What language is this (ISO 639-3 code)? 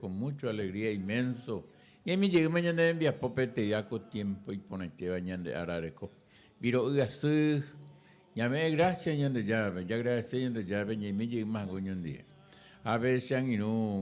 grn